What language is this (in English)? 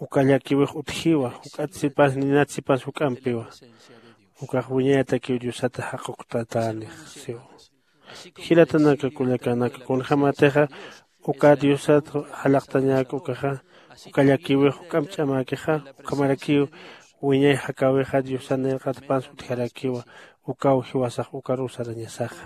Aymara